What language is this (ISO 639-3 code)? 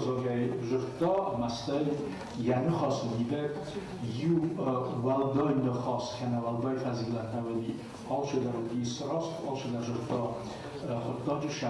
oss